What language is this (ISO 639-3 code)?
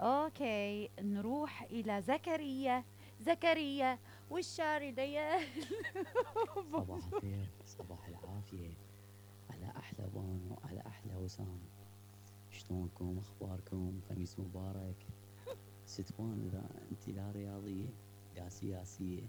acm